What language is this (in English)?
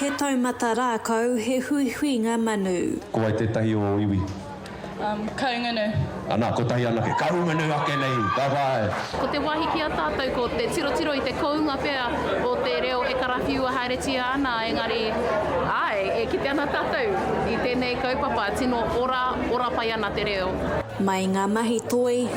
Māori